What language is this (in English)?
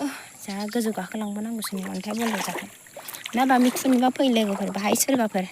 Bodo